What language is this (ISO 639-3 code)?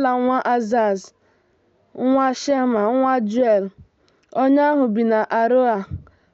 ibo